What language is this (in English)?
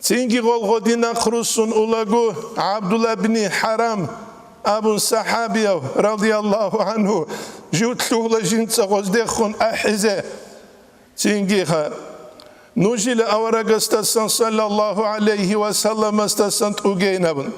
Avaric